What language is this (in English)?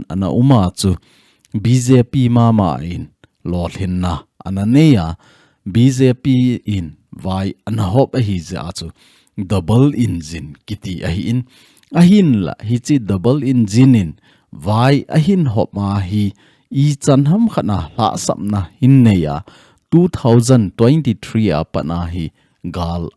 Thado Chin